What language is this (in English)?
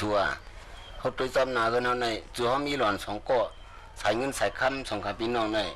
Shan